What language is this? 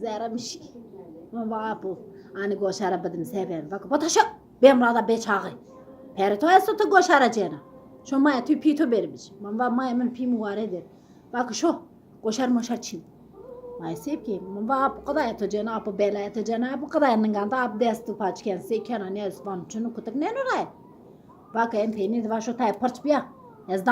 Zaza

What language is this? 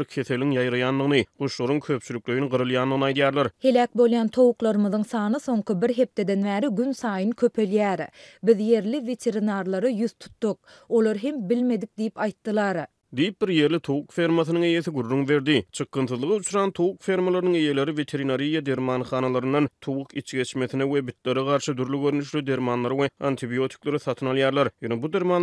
Turkmen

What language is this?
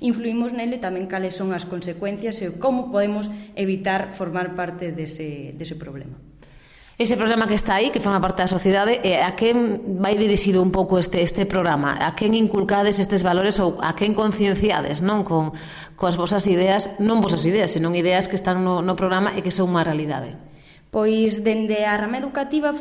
Galician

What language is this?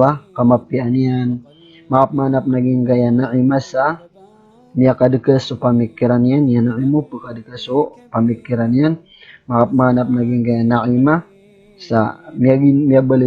Maranao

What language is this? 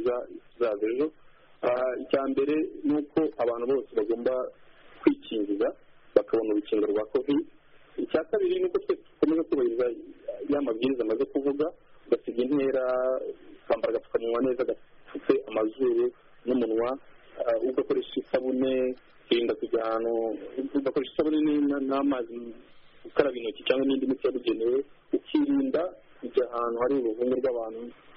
Kinyarwanda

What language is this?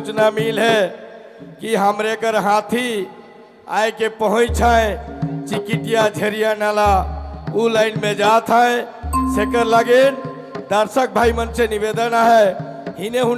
Sadri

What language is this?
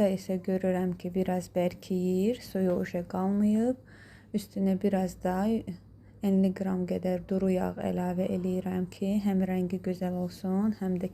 Azerbaijani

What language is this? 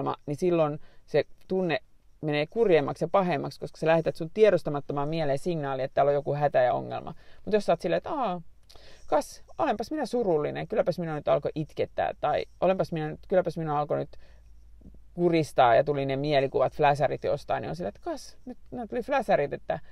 Finnish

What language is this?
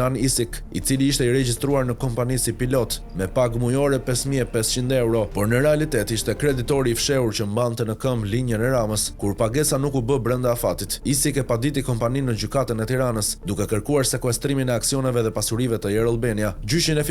Albanian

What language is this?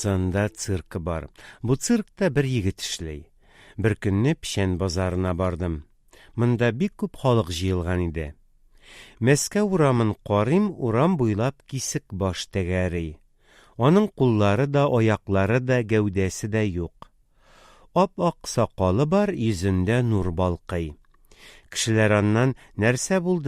Tatar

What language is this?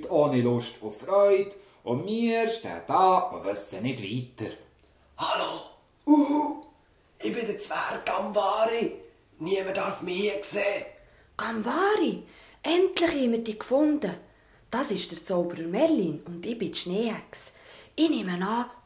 Swiss German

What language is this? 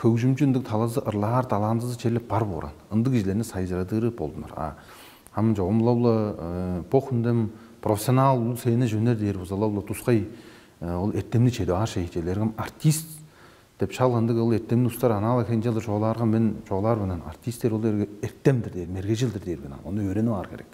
Tuvinian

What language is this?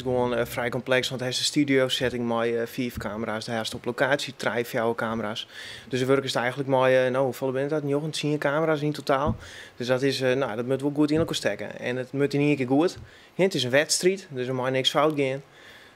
Western Frisian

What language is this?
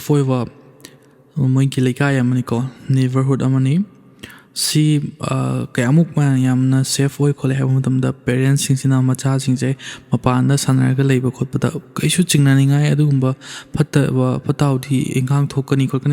Manipuri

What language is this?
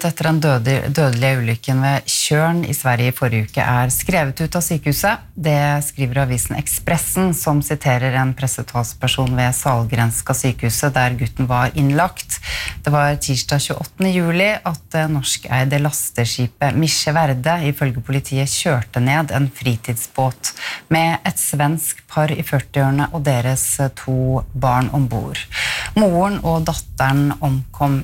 Norwegian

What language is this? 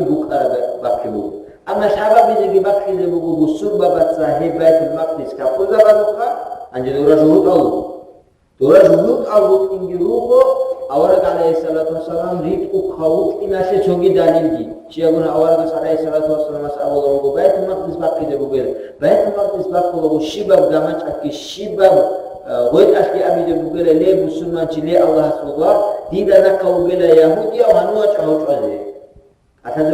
Avaric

